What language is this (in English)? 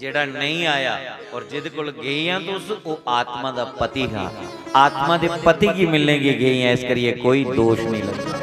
Dogri